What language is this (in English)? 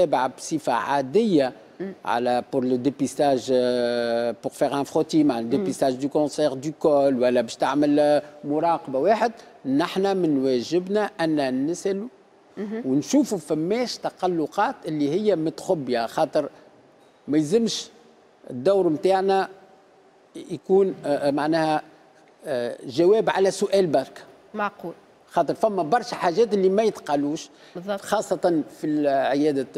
Tunisian Arabic